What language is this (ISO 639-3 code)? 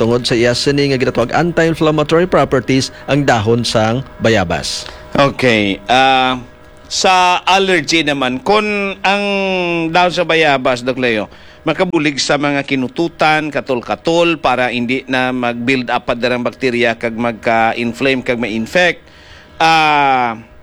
hil